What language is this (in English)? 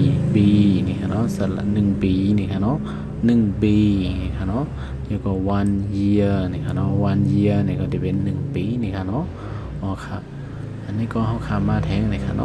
Shan